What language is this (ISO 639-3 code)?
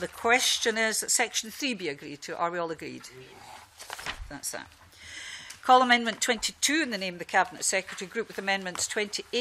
eng